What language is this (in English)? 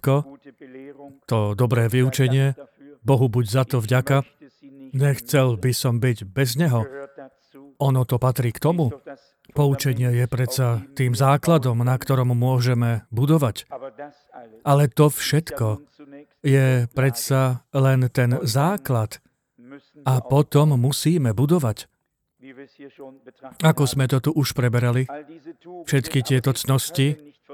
Slovak